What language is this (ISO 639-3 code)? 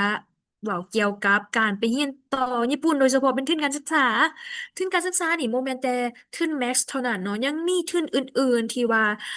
lao